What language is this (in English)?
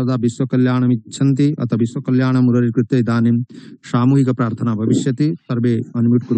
Sanskrit